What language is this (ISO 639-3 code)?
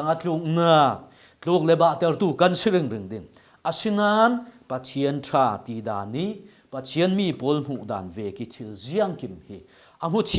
cfm